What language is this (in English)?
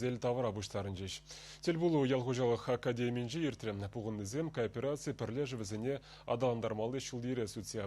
Chuvash